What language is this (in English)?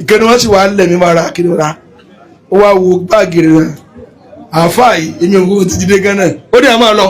Yoruba